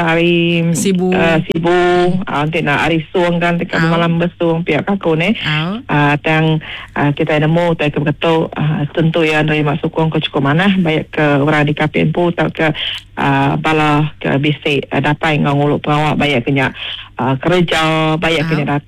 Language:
Iban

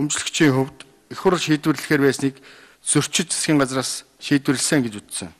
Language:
Mongolian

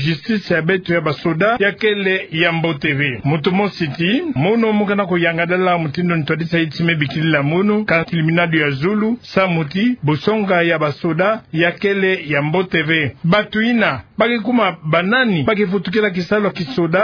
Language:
Kituba (Democratic Republic of Congo)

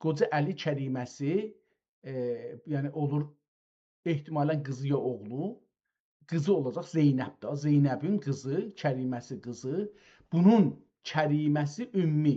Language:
South Azerbaijani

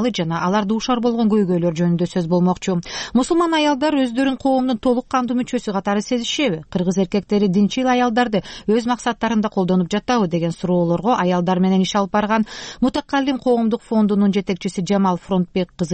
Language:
Kyrgyz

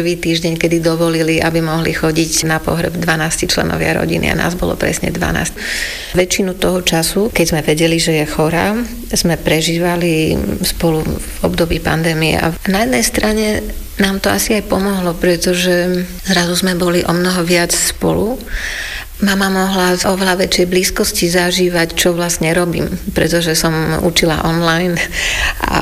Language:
Slovak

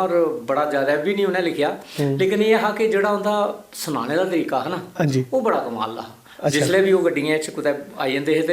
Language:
Dogri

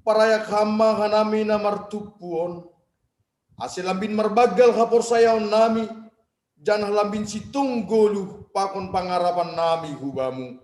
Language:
Batak Simalungun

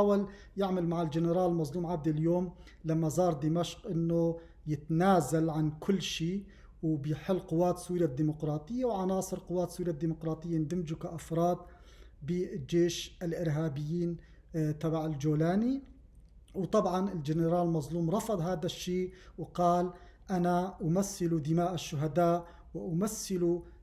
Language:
North Levantine Arabic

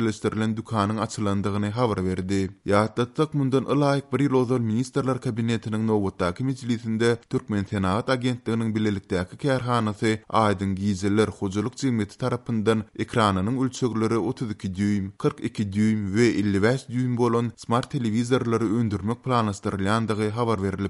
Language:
Turkmen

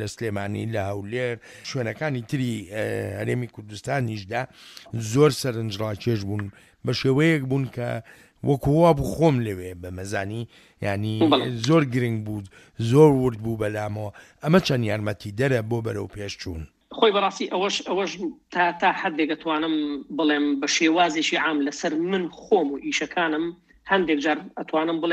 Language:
Central Kurdish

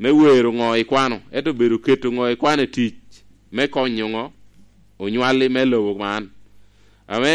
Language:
Lango (Uganda)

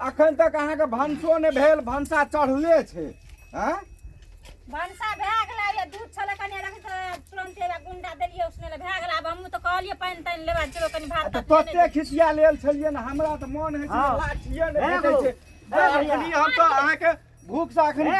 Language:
Maithili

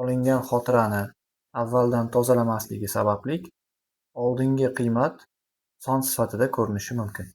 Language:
Uzbek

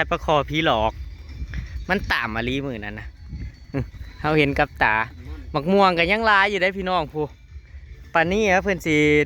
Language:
Northeastern Thai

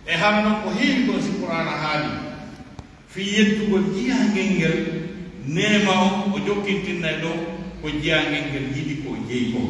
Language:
Pular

